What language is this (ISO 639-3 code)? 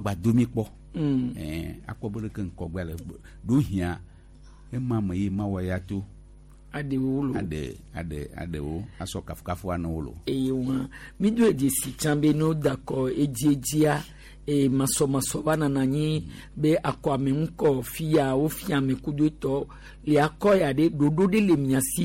gej